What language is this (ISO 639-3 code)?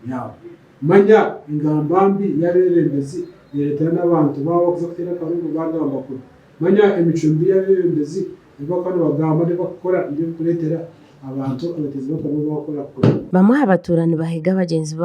nyn